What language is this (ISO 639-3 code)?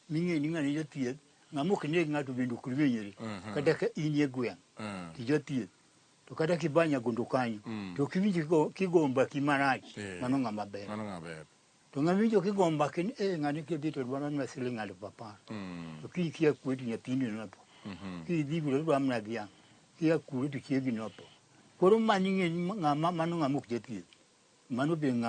luo